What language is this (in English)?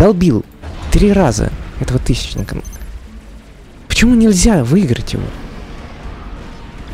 Russian